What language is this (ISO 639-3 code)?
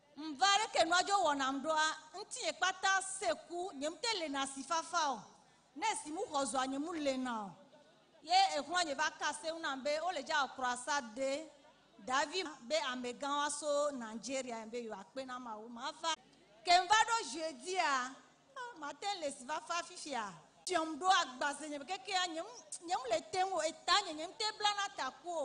ewe